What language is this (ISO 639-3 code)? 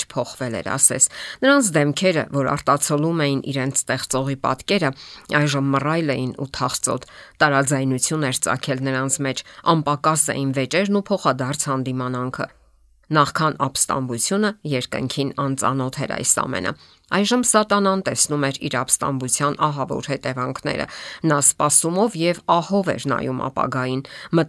hye